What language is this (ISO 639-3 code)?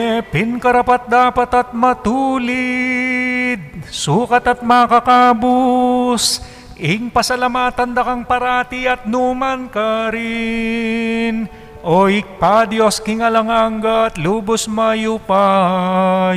pam